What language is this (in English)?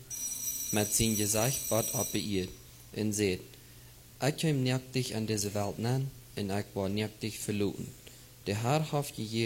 Plautdietsch